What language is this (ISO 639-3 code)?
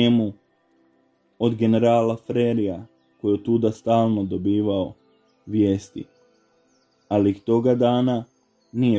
hrv